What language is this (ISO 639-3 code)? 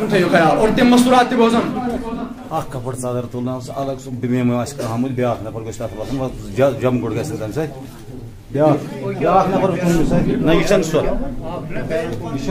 kas